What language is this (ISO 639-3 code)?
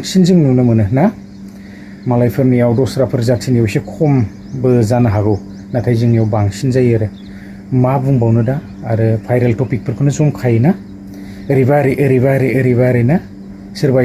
brx